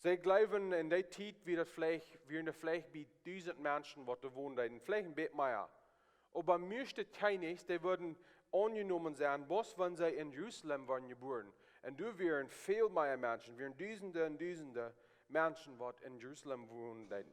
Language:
Plautdietsch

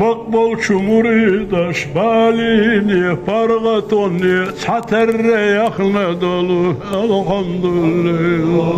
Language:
Ingush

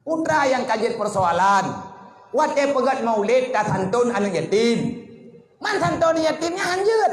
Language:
Achinese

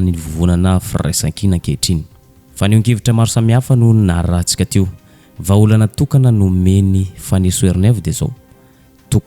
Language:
Malagasy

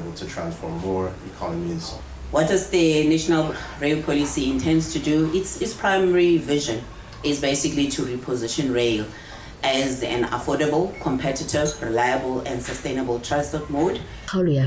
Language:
Tswana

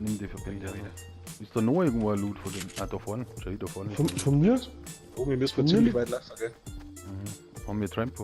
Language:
Bavarian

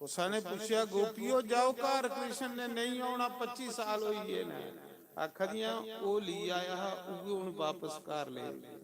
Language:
Dogri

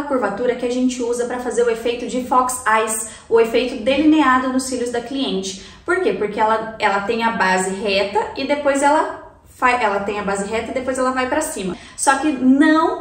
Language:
Portuguese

